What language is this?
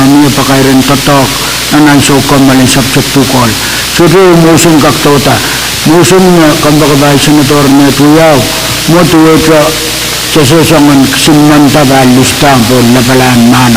Pohnpeian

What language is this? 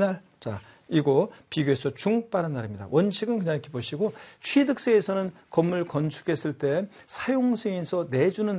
Korean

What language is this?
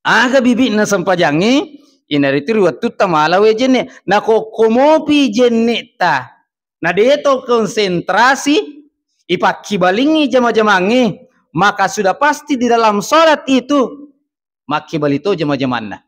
Buginese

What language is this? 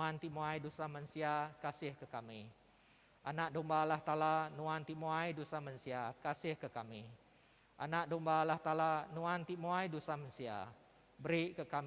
Iban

